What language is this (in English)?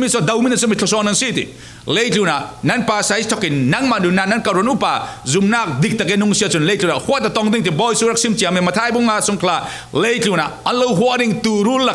Falam Chin